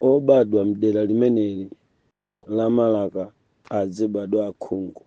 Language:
Nyanja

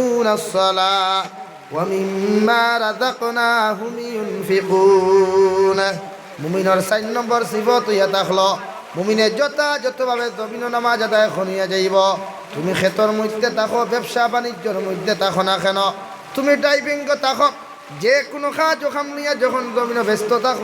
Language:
Sylheti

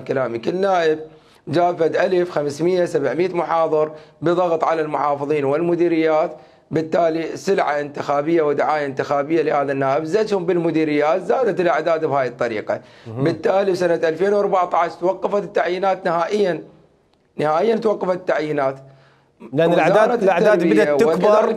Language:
Mesopotamian Arabic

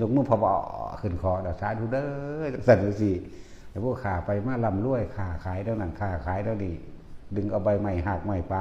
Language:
Northeastern Thai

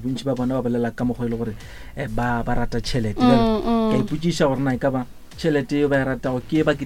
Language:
Northern Sotho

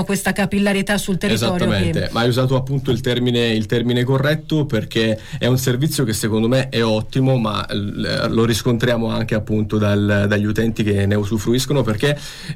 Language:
Italian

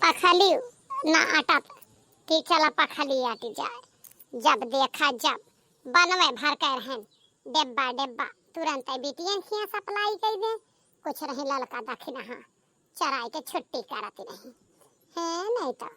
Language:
Awadhi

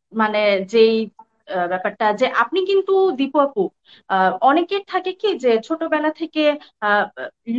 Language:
Bangla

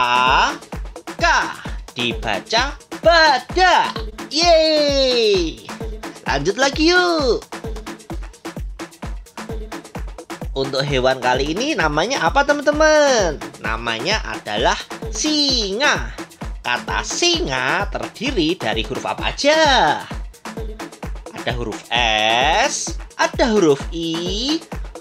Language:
Indonesian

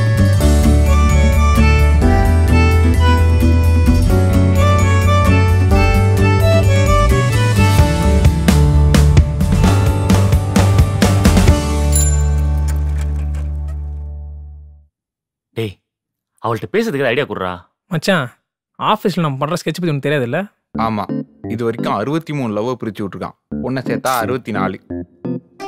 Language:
Tamil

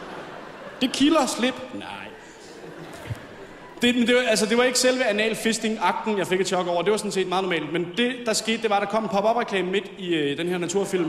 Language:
Danish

